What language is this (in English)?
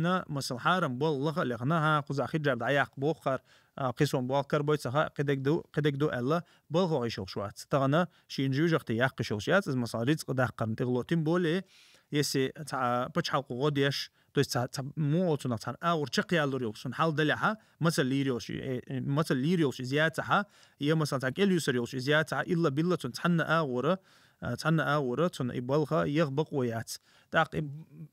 Chechen